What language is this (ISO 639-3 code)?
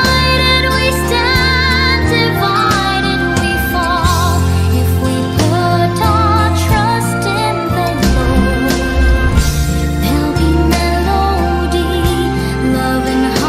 pam